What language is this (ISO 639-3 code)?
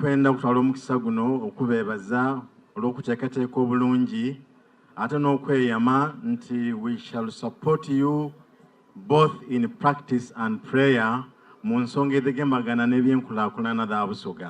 xog